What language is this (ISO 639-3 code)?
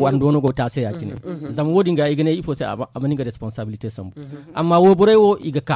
dje